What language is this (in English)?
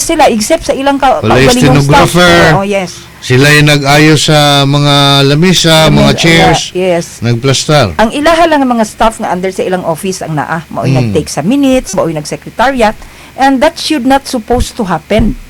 Cebuano